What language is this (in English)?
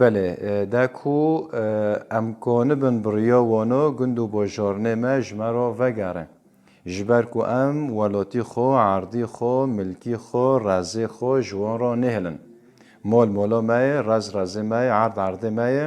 Kurdish